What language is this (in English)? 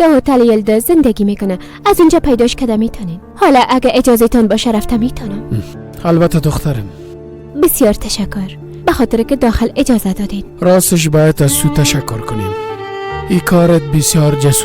Persian